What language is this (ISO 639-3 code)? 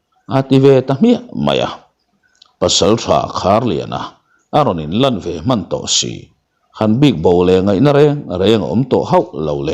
lus